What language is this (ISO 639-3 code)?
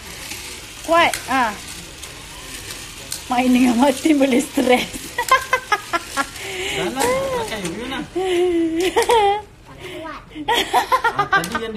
msa